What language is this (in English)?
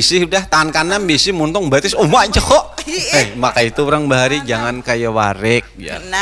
Banjar